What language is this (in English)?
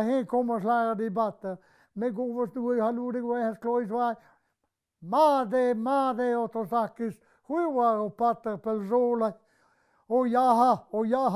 Breton